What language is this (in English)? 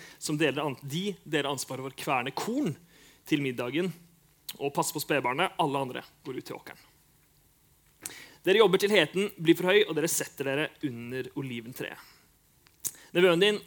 Norwegian